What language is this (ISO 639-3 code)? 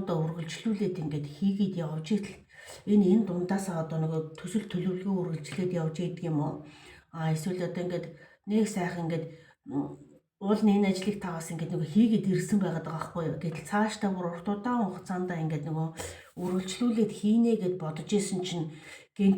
mon